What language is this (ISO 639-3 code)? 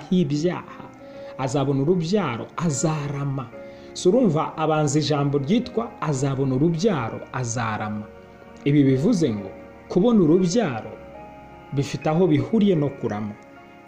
kin